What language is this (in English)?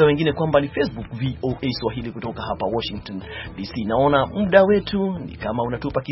Swahili